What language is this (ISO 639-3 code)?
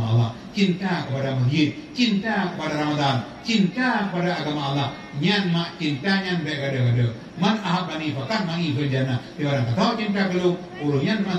ace